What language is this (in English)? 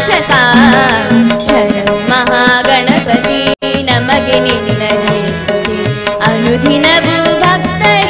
Kannada